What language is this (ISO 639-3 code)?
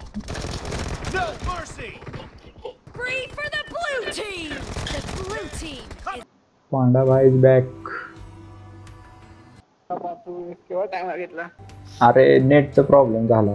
mar